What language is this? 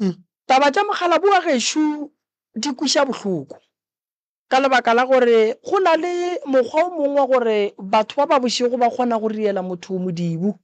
Northern Sotho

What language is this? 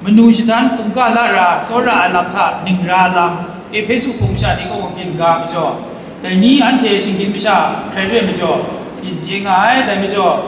Kachin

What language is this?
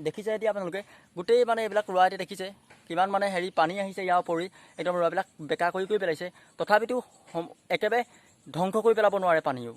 Assamese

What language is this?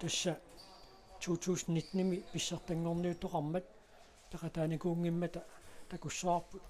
Kalaallisut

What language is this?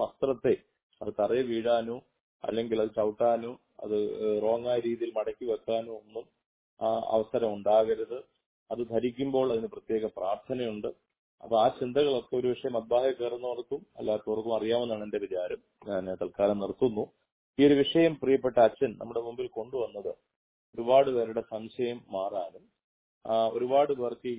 Malayalam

